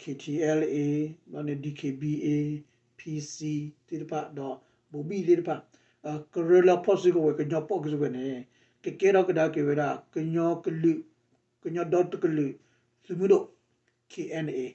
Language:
S'gaw Karen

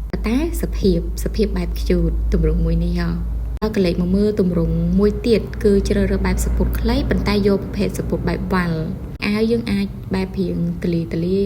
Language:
Khmer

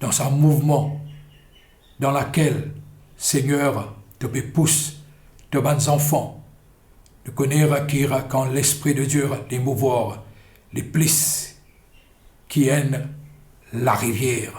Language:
Morisyen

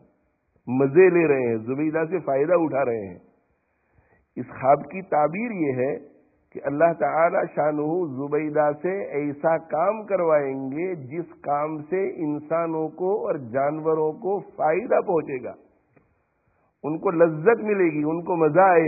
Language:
Urdu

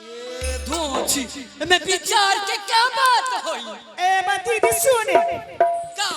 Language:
Angika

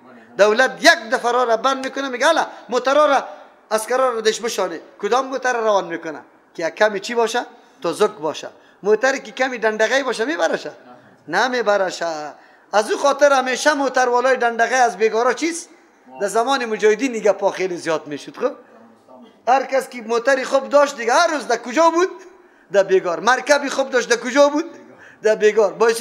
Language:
Persian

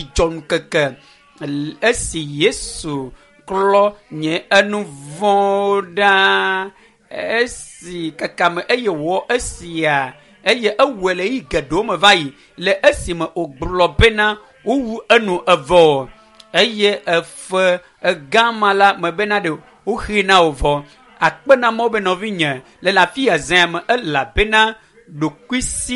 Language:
Ewe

